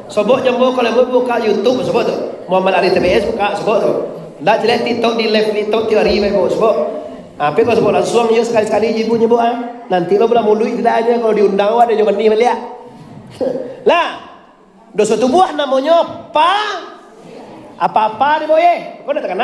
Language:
Minangkabau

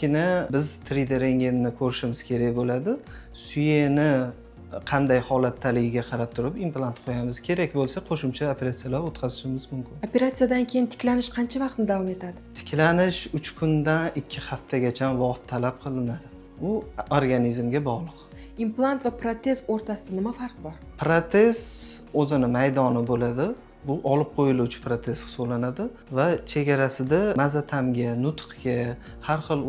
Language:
Uzbek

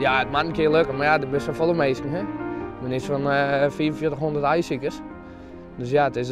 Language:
Western Frisian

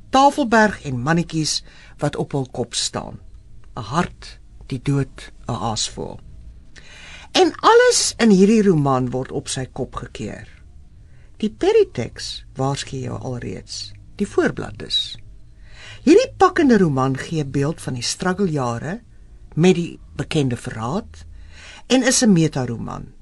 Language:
Afrikaans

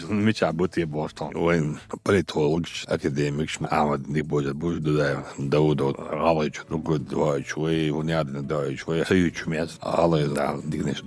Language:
Chechen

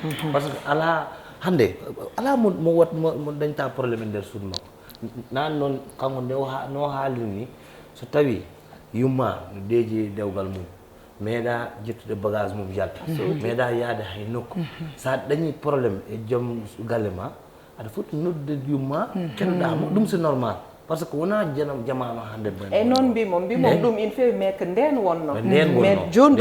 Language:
Fula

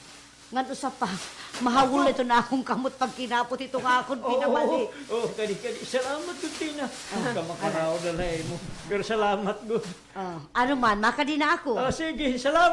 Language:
Waray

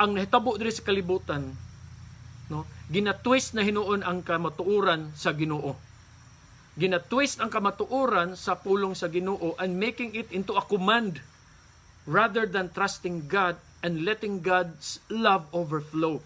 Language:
Cebuano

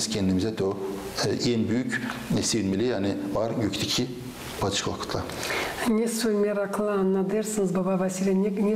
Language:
Gagauz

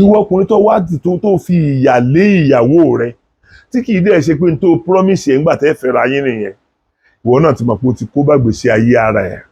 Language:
Yoruba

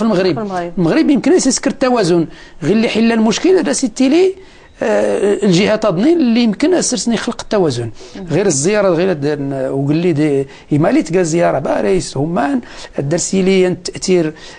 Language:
Moroccan Arabic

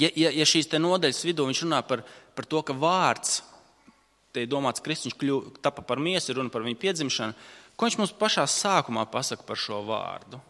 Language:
Latvian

